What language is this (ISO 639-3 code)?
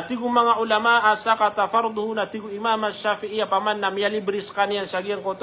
mrw